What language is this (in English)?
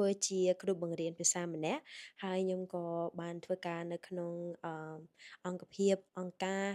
Khmer